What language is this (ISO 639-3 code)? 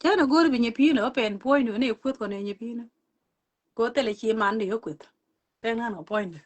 nus